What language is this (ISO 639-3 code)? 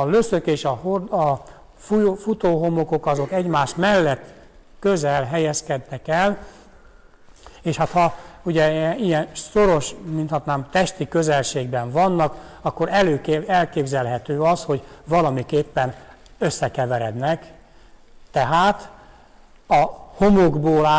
hun